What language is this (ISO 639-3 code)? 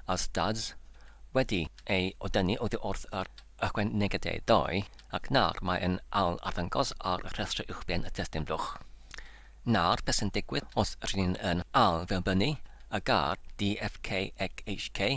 cym